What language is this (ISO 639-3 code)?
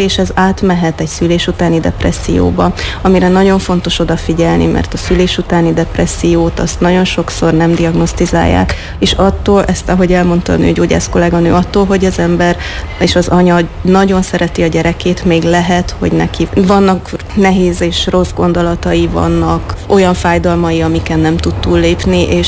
hun